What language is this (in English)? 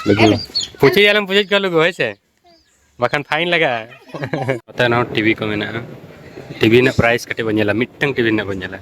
Santali